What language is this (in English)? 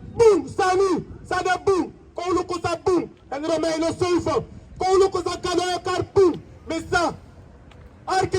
Sranan Tongo